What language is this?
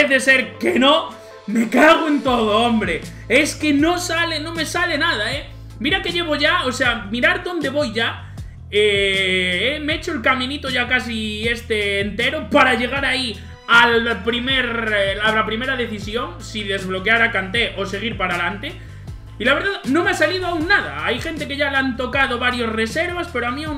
Spanish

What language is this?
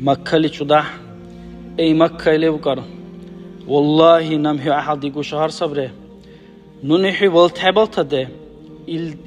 Dargwa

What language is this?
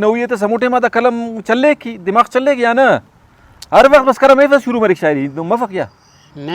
Brahui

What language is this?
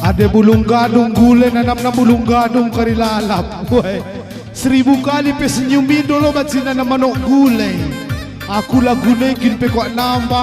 Batak Karo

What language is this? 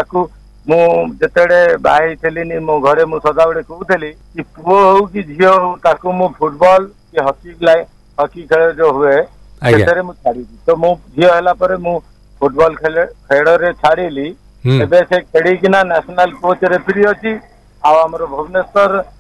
Odia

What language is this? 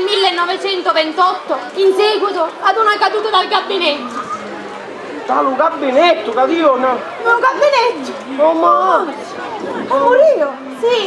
Sicilian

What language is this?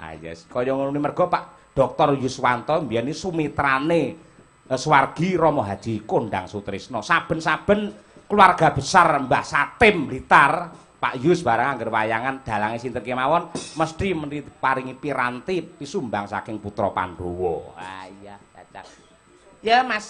Javanese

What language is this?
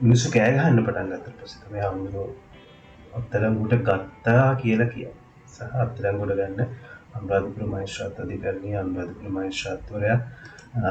Sinhala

